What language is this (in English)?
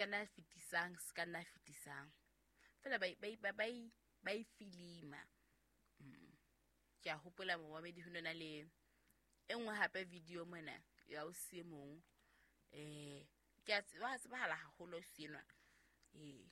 Southern Sotho